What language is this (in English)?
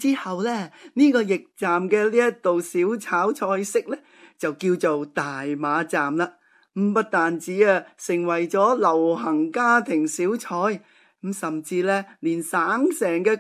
Cantonese